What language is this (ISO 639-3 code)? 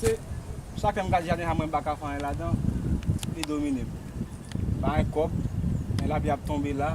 hat